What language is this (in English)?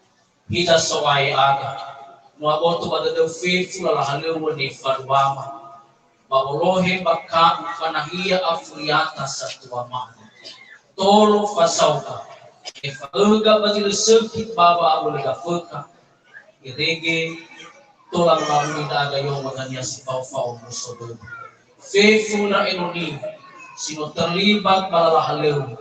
Nias